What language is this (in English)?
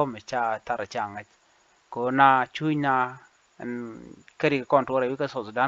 Nuer